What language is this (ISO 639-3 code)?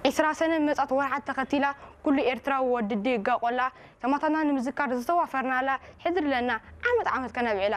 tir